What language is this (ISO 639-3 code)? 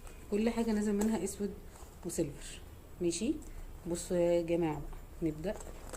arz